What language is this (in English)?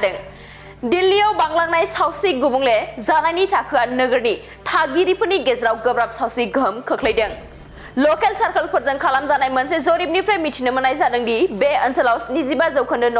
Bodo